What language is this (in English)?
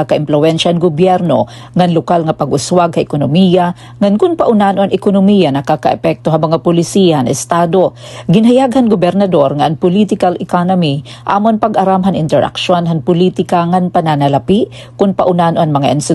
Waray